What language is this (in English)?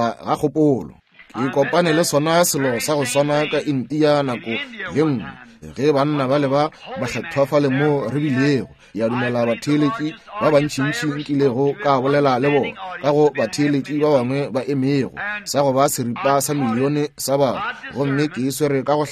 Northern Sotho